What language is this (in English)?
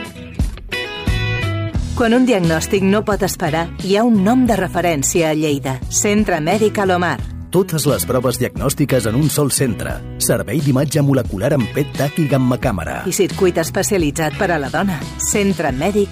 Catalan